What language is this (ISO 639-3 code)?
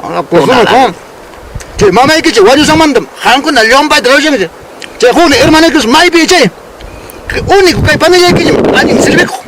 quy